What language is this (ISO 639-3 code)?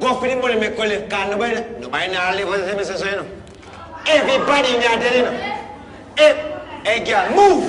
jam